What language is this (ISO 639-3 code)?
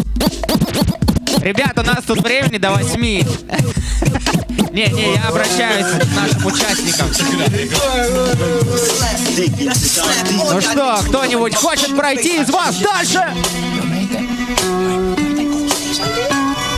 rus